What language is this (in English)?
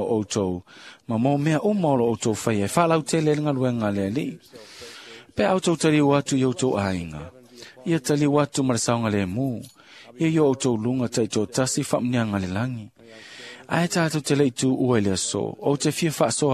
Samoan